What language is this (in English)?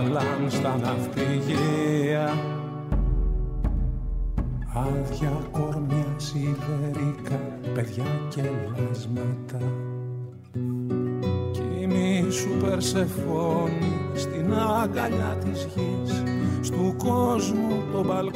Greek